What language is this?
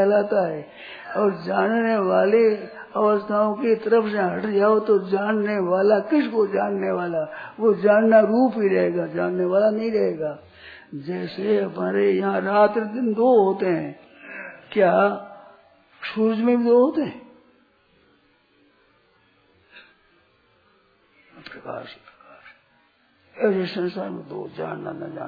Hindi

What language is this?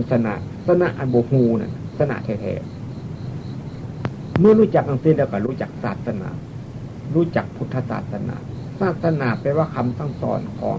Northeastern Thai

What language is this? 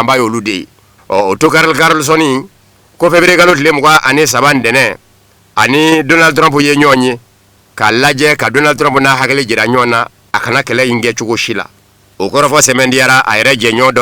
Bambara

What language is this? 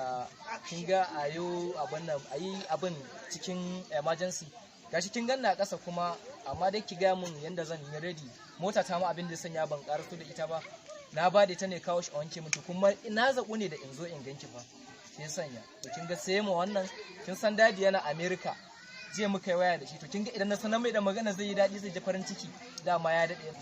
Hausa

